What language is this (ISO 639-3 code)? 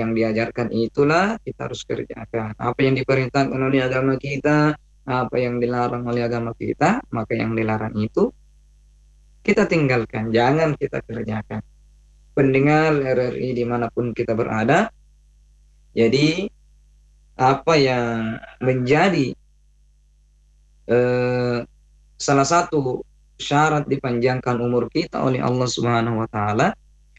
ind